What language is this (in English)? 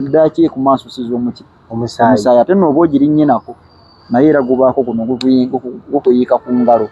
Ganda